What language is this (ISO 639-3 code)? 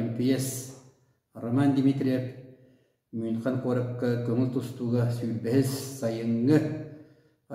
sah